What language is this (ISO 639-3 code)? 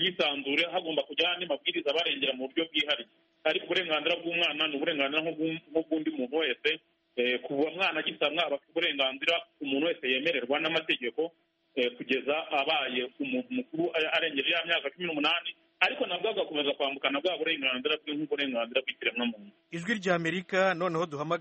kin